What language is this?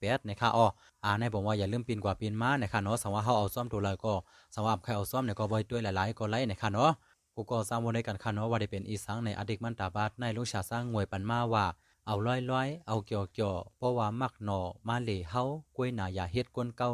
Shan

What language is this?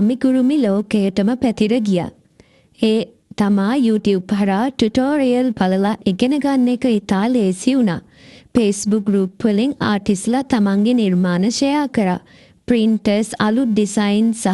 Sinhala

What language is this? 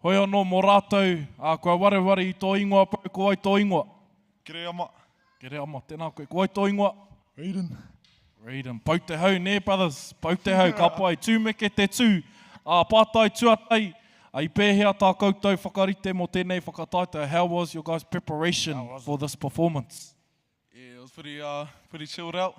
Māori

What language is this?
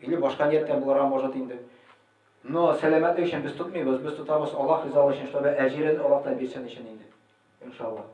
Tatar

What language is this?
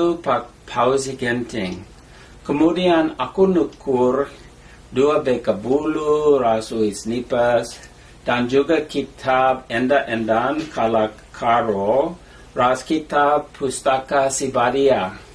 Batak Karo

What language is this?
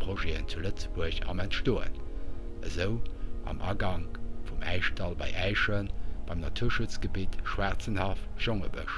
Luxembourgish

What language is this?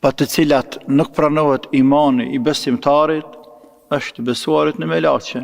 Albanian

